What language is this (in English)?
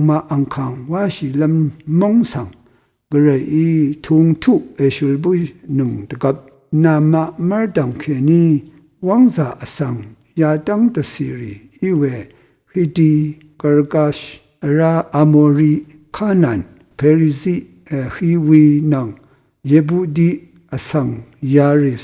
Rawang